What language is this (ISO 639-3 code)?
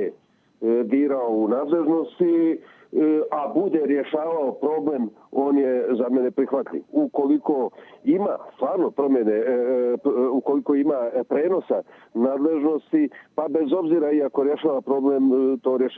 bos